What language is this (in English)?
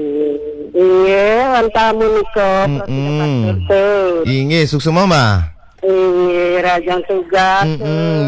Balinese